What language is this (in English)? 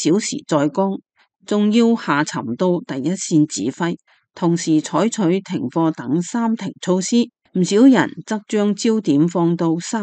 Cantonese